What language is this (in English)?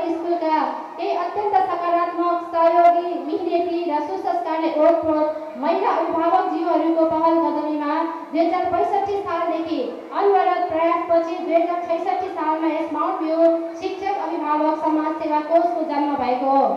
Nepali